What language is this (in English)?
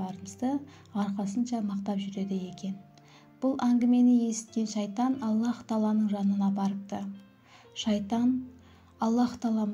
Kara-Kalpak